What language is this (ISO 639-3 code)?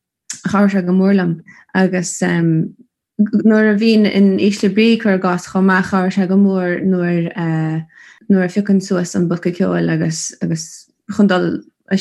gle